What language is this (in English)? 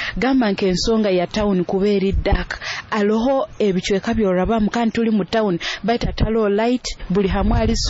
Nyoro